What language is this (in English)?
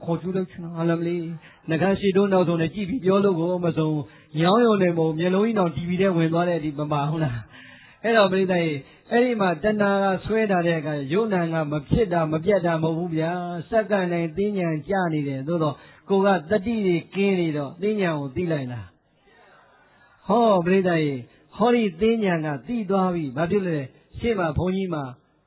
Burmese